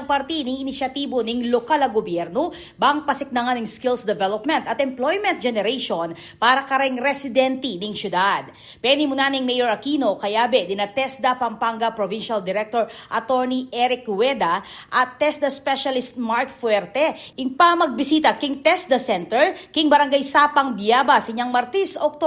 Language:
Pampanga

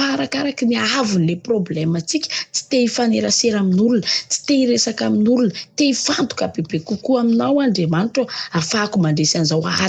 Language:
Malagasy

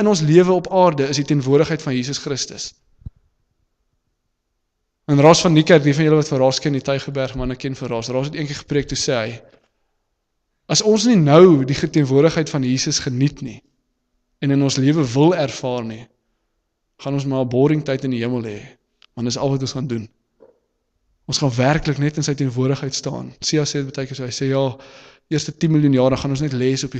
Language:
Afrikaans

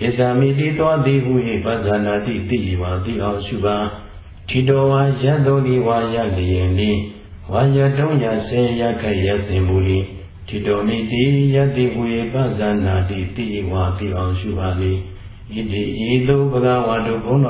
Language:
Burmese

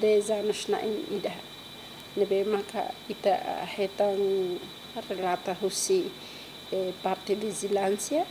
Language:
Tetum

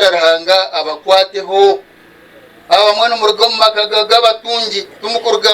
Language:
Nyankole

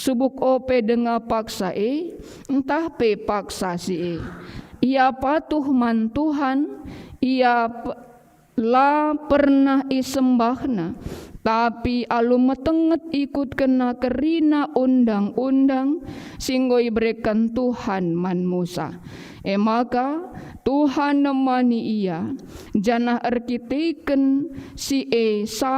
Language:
Batak Karo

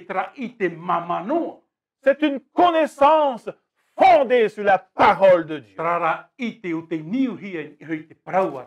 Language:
Tahitian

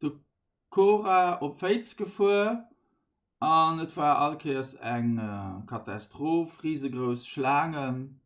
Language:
Luxembourgish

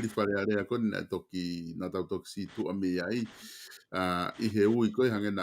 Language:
Tongan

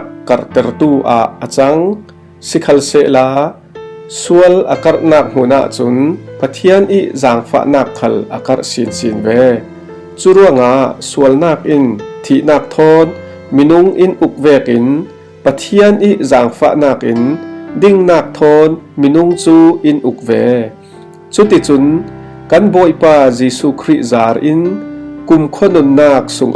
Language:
Falam Chin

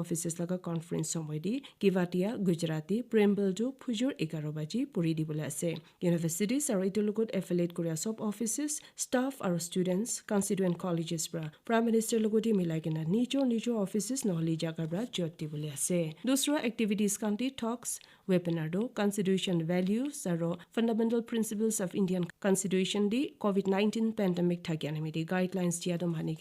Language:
Naga Pidgin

